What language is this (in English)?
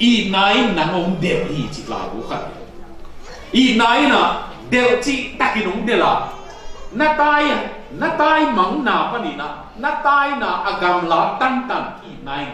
Tedim Chin